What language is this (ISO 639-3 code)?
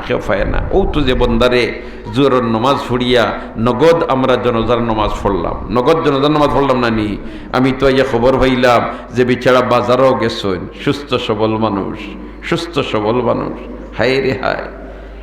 syl